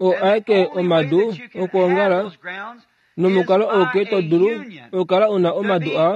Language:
Kuanyama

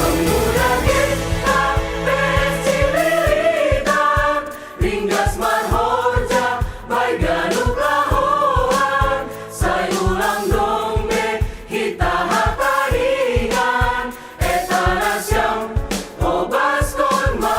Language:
Batak Simalungun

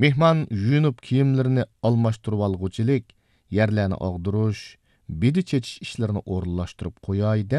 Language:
Uyghur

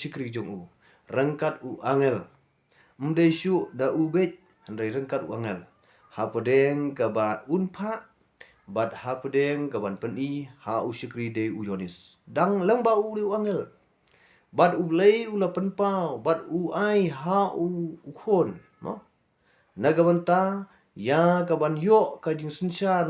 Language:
Khasi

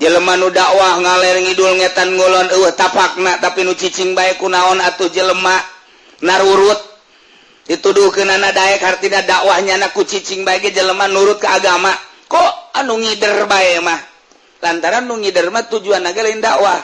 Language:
Sundanese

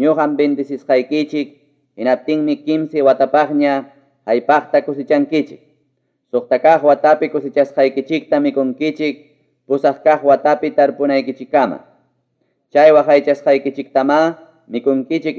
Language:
Ayacucho Quechua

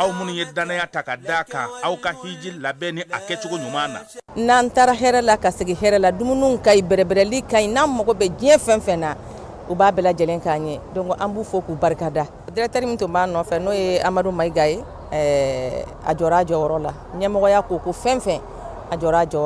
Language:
Bambara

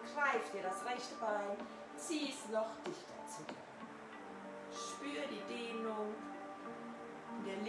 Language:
German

